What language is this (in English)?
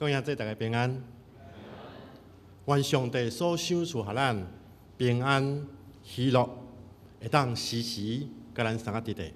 Min Nan Chinese